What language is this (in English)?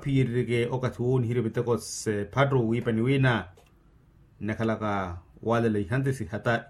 Makhuwa